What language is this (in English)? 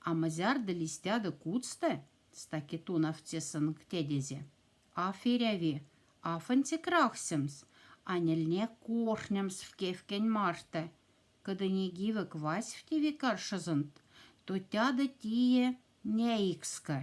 Moksha